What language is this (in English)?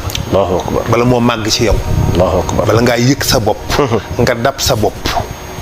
Wolof